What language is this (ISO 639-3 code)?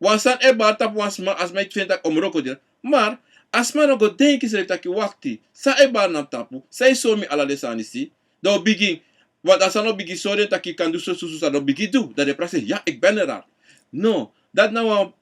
srn